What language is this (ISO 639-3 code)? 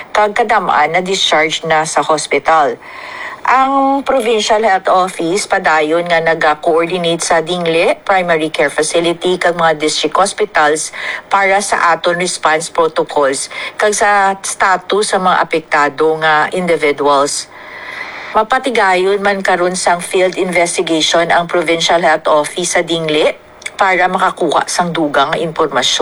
hil